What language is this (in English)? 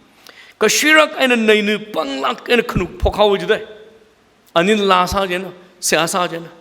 Tangkhul Naga (India)